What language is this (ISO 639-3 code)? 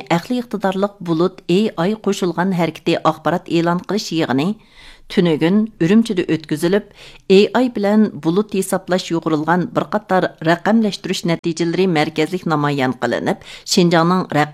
uig